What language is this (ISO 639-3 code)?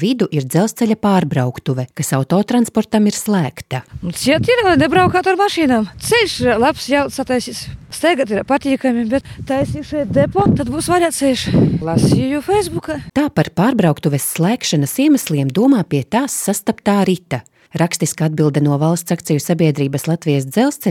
lav